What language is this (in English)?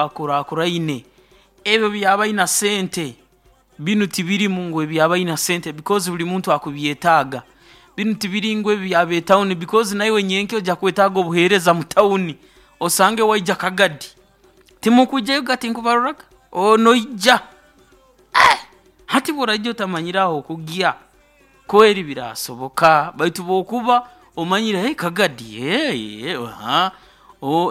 Nyoro